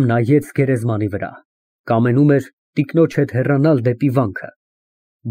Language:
Armenian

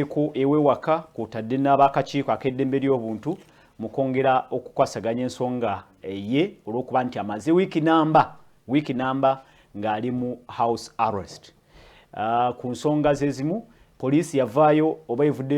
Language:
Ganda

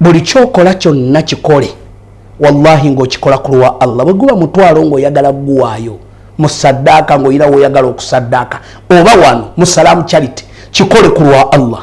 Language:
Ganda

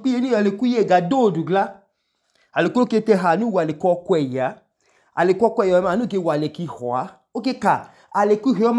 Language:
Idoma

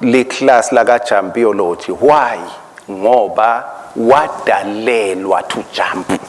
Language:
Swati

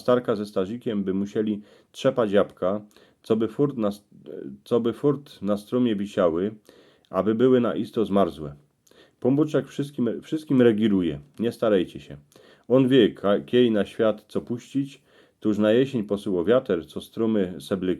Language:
Silesian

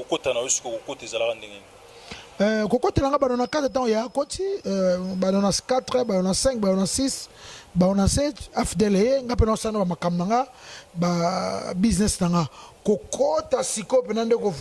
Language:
Lingala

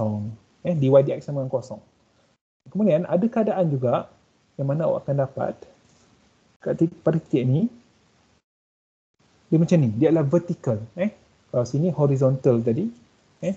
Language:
Malay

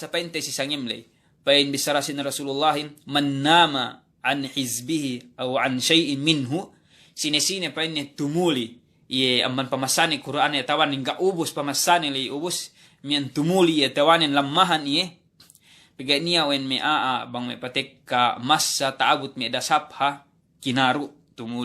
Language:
Yakan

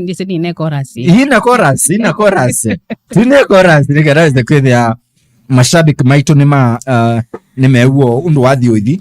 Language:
Kamba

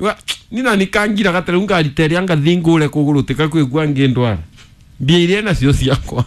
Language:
Kikuyu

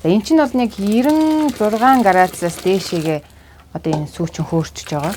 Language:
Mongolian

